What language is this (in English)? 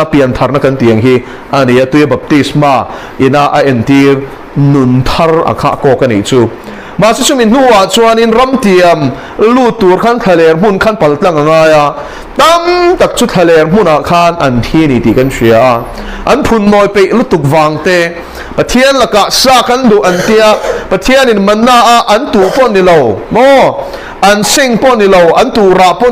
Mizo